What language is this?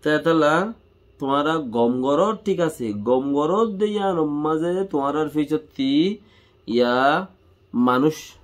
Rohingya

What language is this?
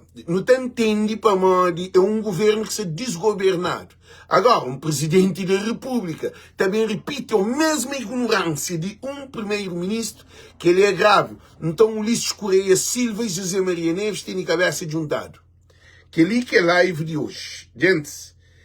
Kabuverdianu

